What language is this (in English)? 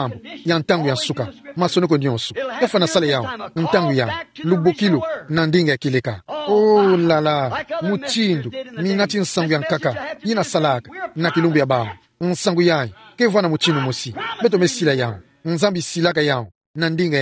Kituba (Democratic Republic of Congo)